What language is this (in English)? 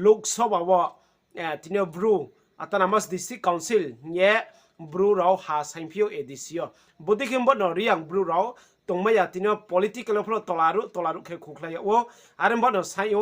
Riang (India)